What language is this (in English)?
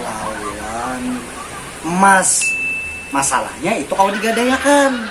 Banjar